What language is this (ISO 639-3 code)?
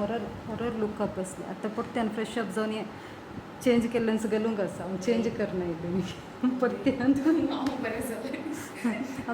kok